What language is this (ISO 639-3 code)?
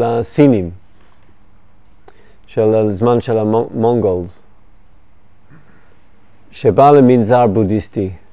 heb